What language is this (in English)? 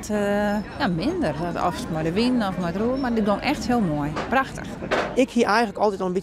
Western Frisian